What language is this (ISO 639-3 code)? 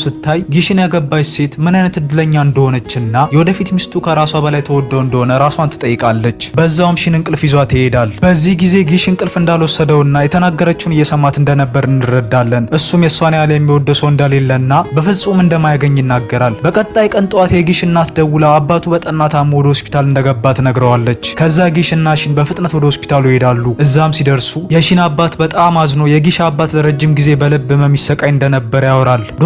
amh